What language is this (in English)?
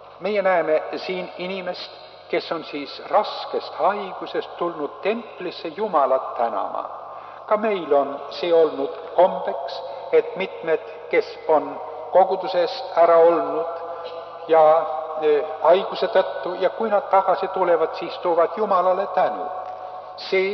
Estonian